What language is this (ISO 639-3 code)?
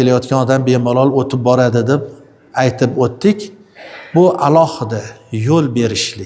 uzb